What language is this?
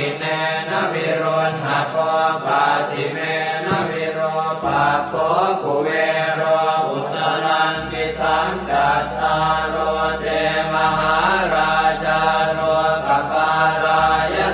Pali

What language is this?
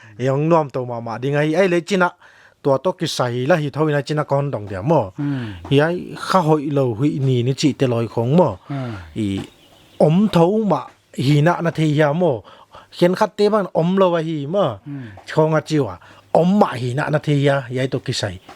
Paite Chin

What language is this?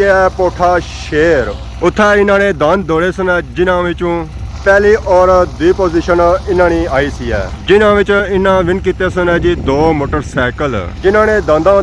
Pahari-Potwari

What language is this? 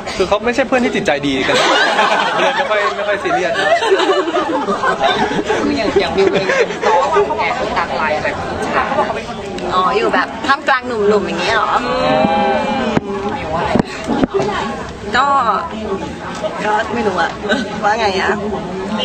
Thai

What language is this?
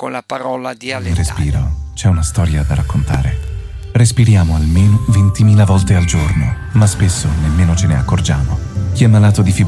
Italian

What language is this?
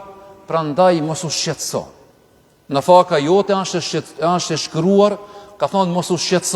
Albanian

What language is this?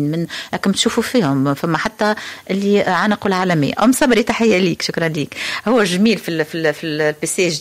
Tunisian Arabic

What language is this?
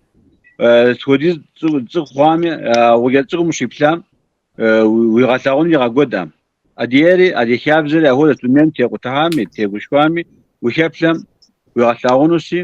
Kabardian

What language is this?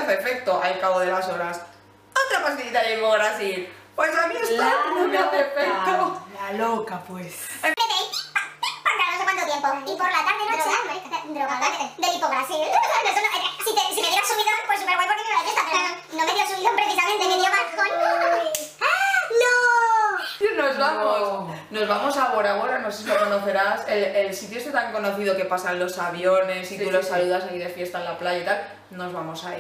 Spanish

